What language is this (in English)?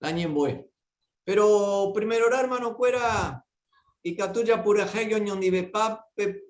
Guarani